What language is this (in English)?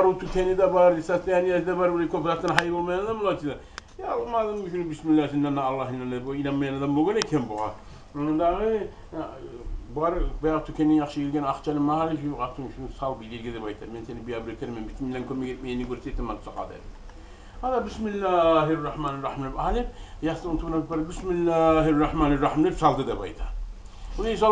Kumyk